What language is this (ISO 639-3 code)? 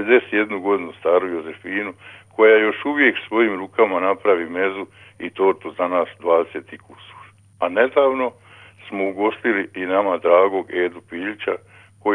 hrv